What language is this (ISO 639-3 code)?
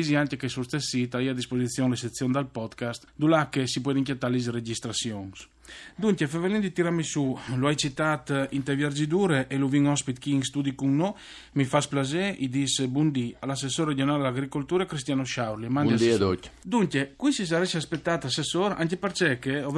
fur